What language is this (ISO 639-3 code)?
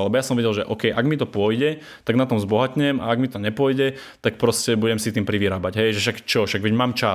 slk